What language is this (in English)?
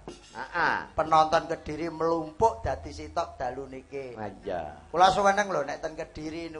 Javanese